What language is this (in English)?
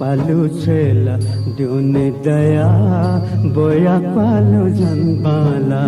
Newari